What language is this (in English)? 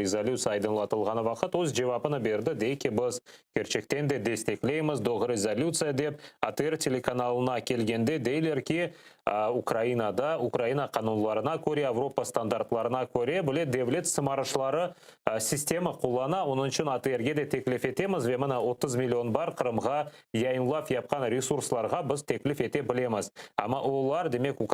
Crimean Tatar